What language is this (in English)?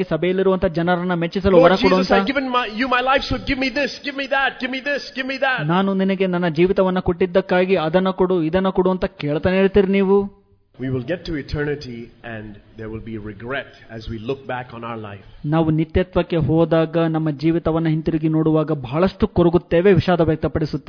Kannada